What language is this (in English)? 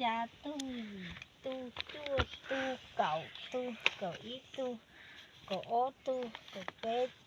Hmong